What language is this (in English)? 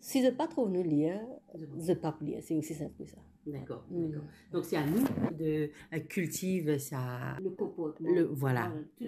Morisyen